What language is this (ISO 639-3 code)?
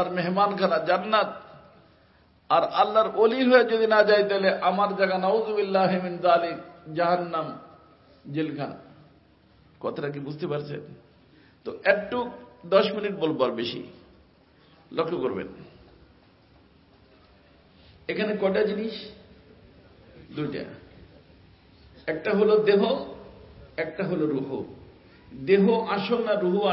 ben